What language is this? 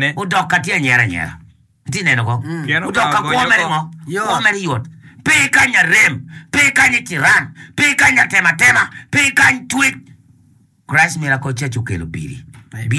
Acoli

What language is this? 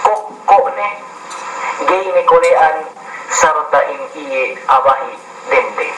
Yakan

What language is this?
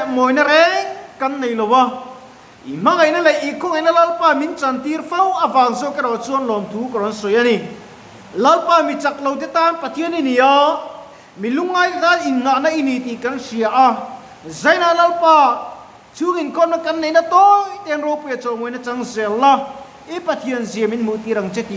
Mizo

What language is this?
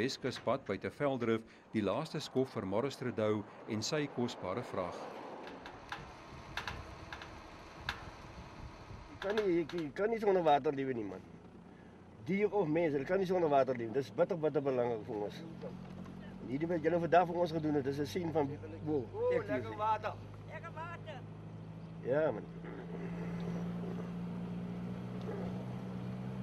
Afrikaans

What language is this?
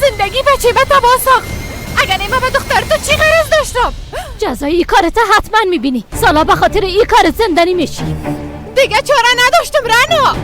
Persian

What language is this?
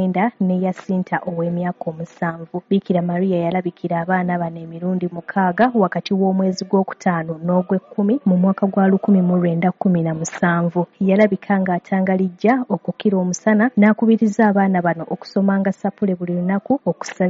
Ganda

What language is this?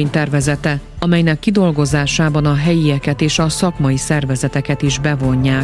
Hungarian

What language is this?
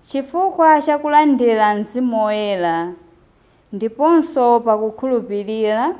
Nyanja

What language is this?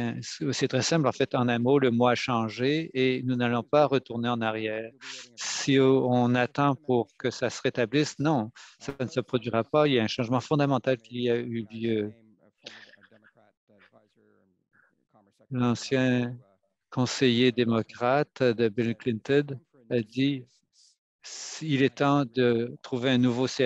French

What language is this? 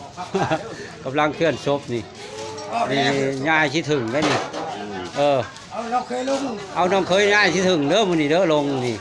Lao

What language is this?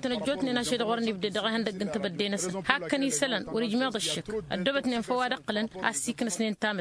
Tamasheq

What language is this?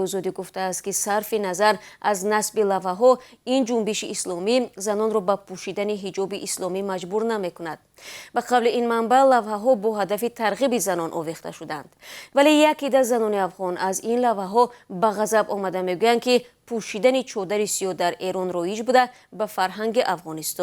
Tajik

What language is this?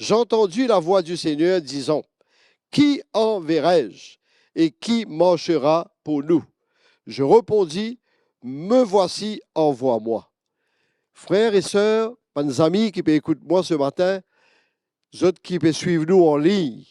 Morisyen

